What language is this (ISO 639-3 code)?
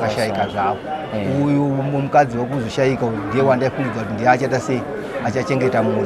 sna